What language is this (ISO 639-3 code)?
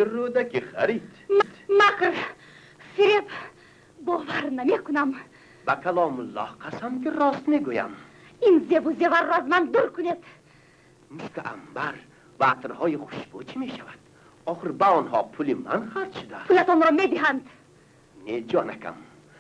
tgk